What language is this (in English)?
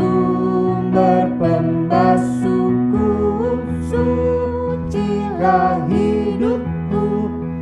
Indonesian